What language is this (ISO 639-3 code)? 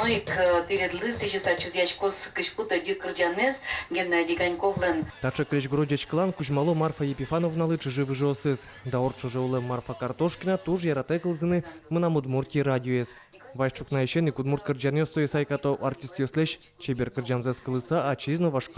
udm